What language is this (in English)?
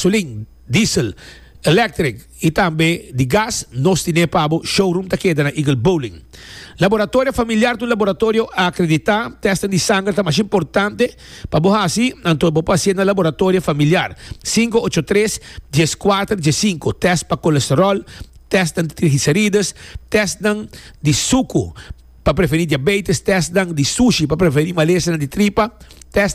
Papiamento